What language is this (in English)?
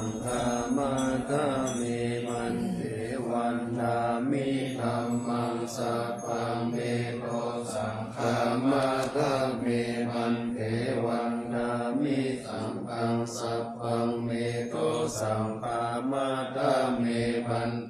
Pali